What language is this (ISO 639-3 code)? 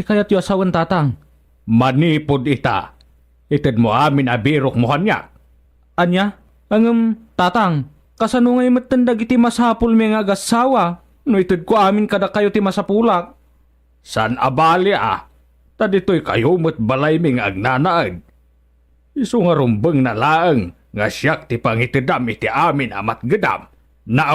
ilo